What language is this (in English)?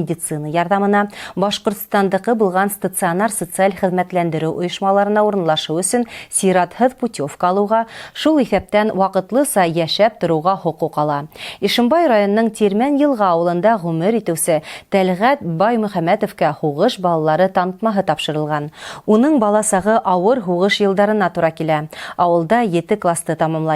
Bashkir